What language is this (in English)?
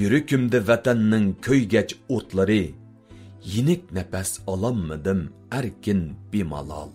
Uyghur